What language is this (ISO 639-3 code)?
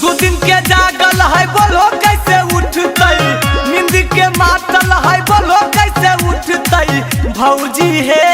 mag